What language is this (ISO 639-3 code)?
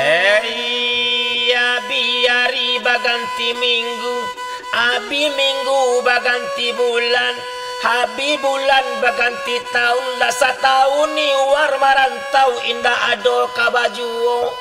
min